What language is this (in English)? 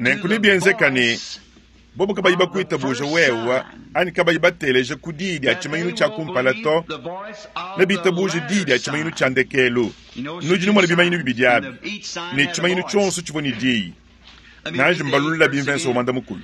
Luba-Lulua